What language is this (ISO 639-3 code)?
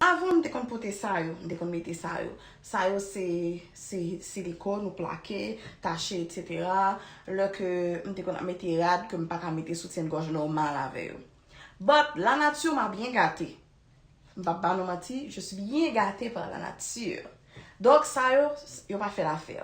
hat